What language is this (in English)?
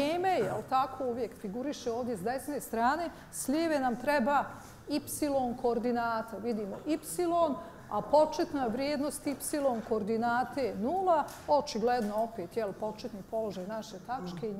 Bosnian